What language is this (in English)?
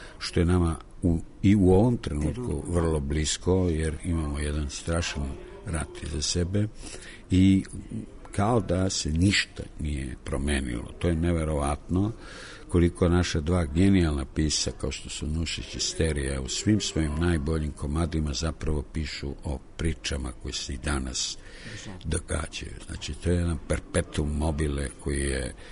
Serbian